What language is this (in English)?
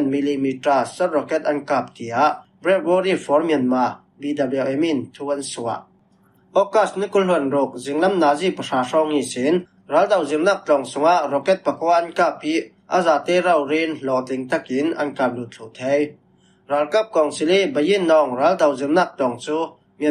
Falam Chin